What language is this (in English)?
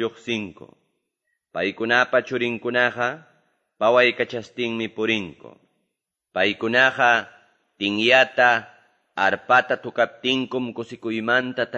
Quechua